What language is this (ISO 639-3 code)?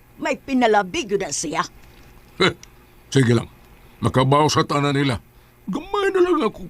ceb